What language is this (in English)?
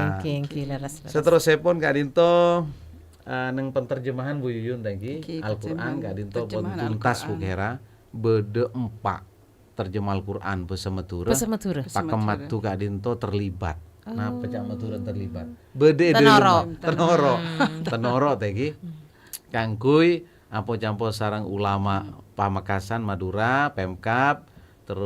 Madurese